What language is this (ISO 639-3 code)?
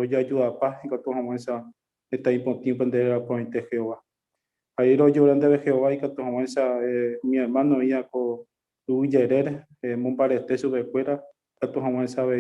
grn